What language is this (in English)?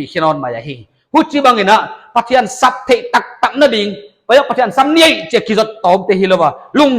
Paite Chin